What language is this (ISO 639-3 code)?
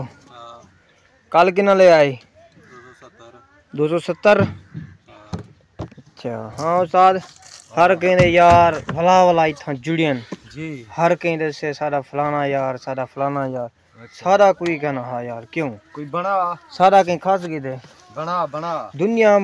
skr